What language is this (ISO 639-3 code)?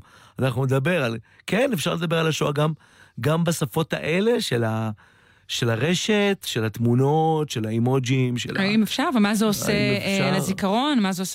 heb